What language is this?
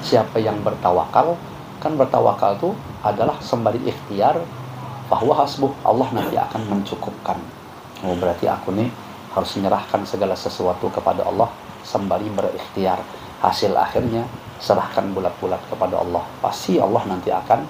Banjar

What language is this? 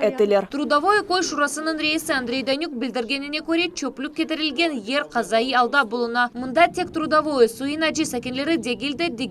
Crimean Tatar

